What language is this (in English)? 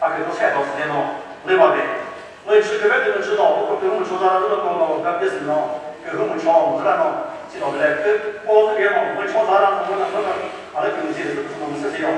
Chokri Naga